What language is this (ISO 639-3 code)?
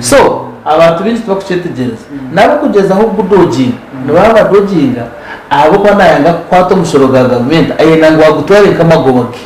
nyn